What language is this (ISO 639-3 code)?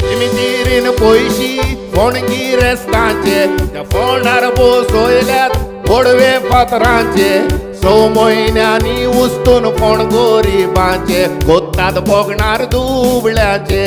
kok